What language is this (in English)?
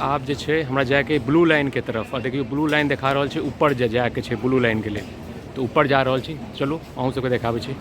Maithili